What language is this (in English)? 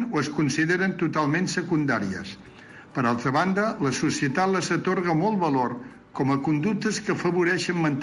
Catalan